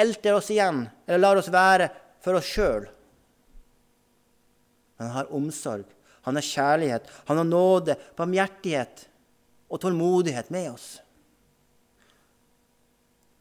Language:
Norwegian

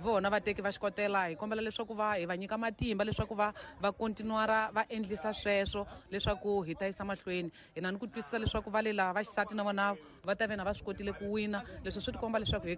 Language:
Tsonga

